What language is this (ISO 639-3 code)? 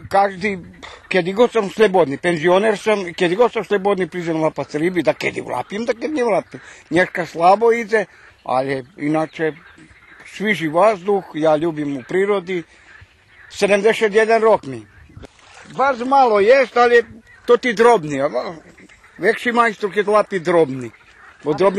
rue